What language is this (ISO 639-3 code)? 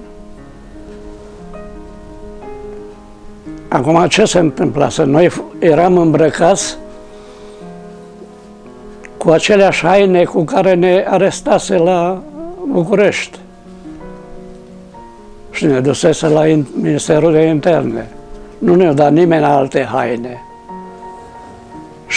ron